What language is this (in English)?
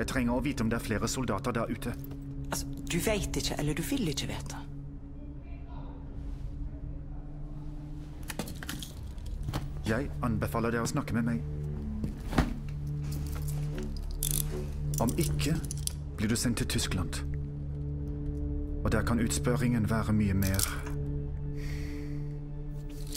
Norwegian